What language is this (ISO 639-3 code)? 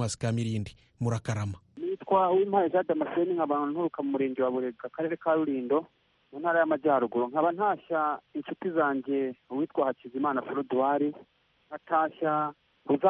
kin